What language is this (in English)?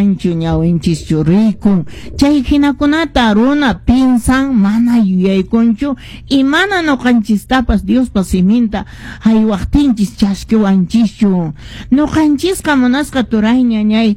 Quechua